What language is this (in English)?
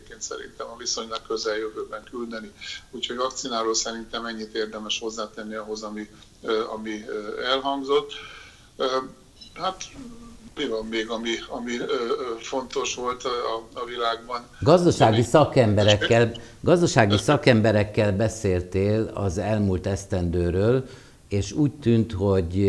Hungarian